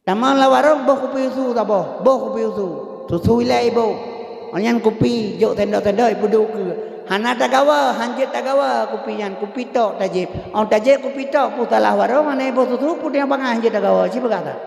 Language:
Achinese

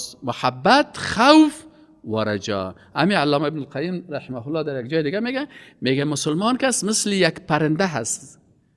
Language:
Persian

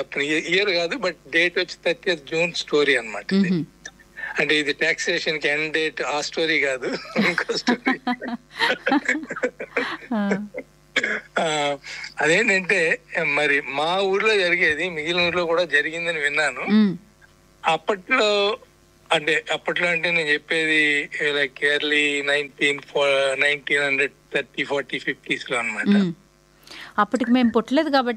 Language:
Telugu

